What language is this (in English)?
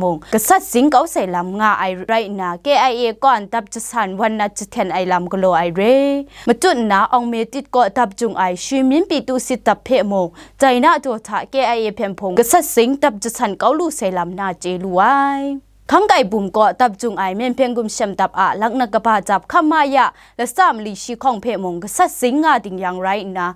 Kachin